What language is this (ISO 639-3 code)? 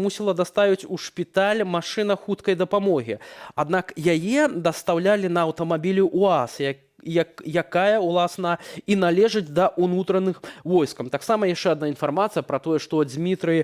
bel